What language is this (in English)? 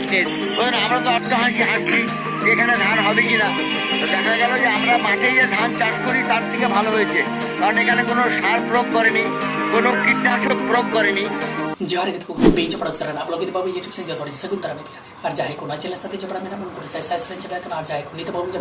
Santali